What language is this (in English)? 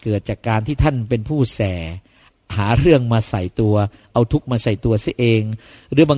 Thai